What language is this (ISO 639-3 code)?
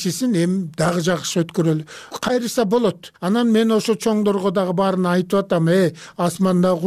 kir